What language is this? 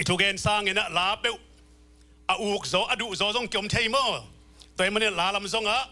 Tedim Chin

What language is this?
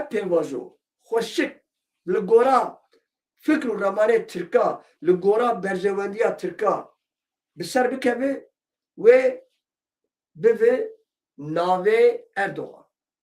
Kurdish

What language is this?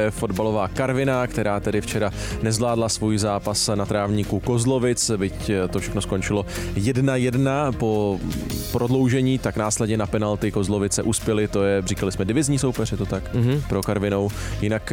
Czech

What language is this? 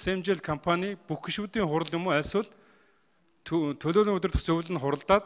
Mongolian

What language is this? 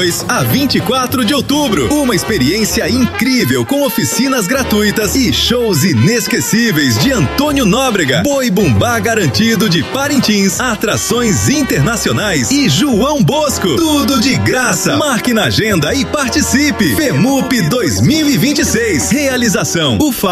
Portuguese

